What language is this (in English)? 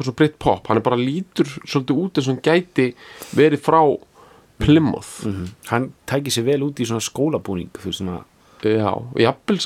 Icelandic